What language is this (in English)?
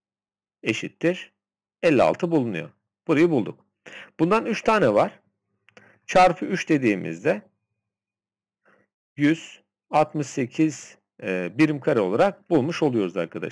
Turkish